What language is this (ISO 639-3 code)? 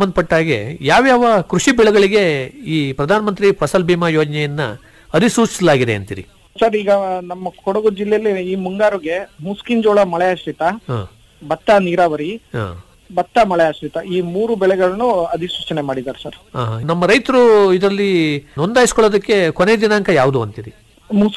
kan